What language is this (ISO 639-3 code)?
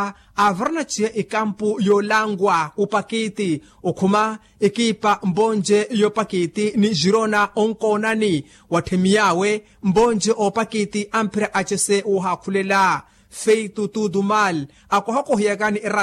vmw